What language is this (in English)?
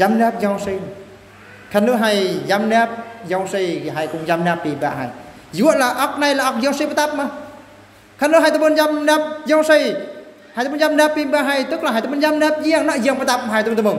Eastern Bru